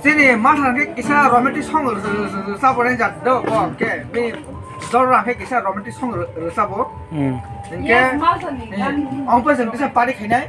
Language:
Kok Borok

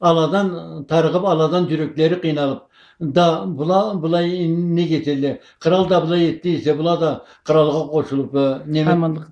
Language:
Karachay-Balkar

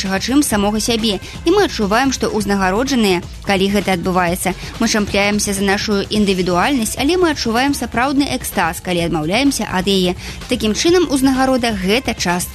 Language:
Belarusian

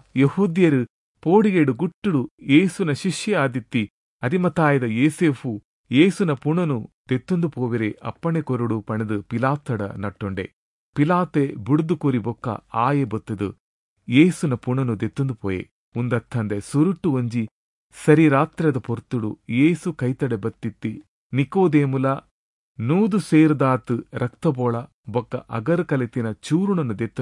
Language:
Tulu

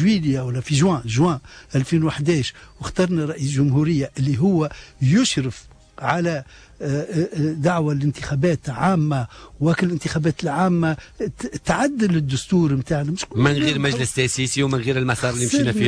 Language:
Tunisian Arabic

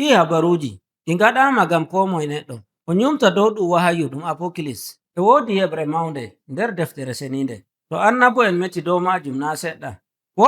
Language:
Nigerian Fulfulde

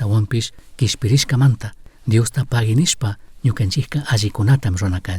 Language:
Chimborazo Highland Quichua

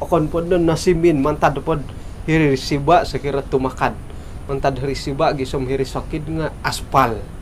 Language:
Central Dusun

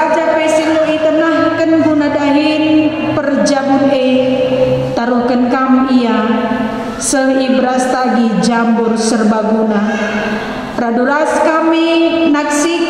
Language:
Batak Karo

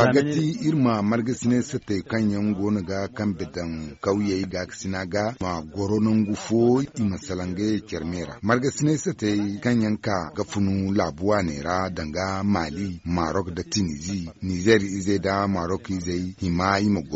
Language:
Zarma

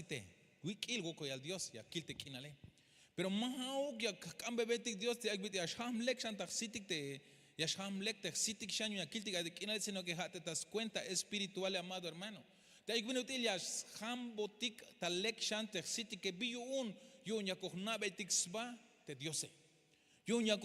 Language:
Tzeltal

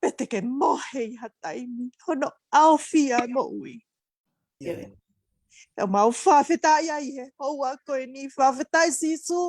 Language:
Tongan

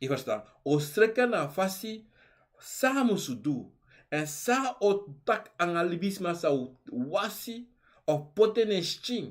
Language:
Sranan Tongo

